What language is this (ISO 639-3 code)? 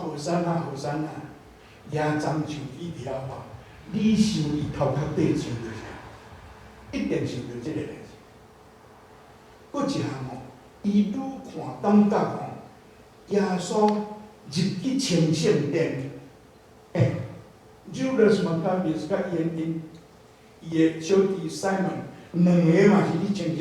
nan